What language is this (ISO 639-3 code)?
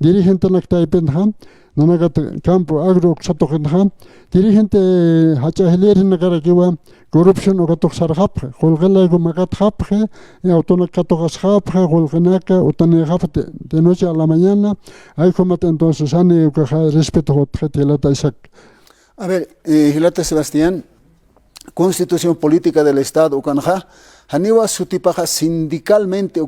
aym